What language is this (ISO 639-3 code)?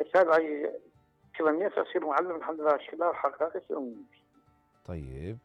acm